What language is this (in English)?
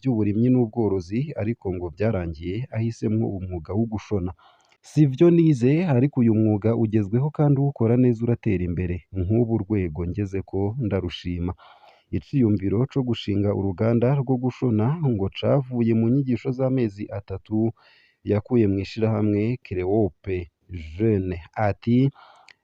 Rundi